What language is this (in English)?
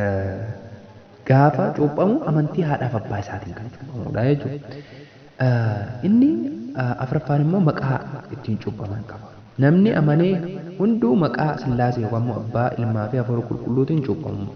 Oromo